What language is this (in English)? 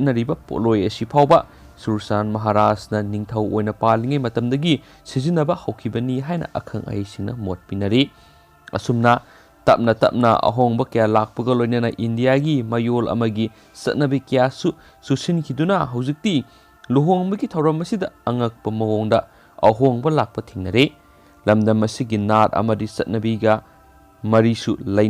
Manipuri